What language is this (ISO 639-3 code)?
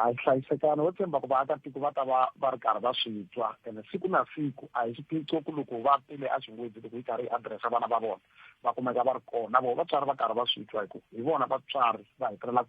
tso